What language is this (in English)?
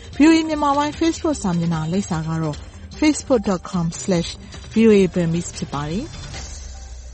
Burmese